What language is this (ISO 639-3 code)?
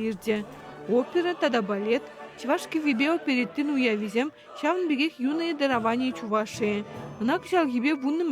chv